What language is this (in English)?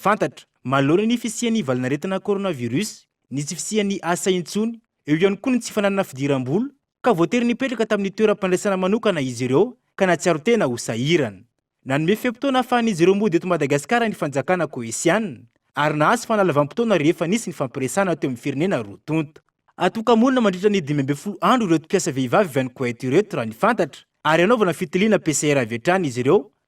Malagasy